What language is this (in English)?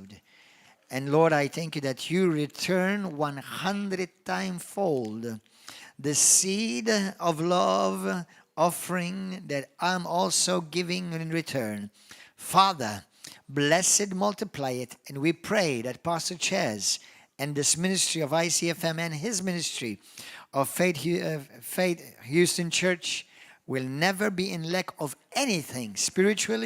English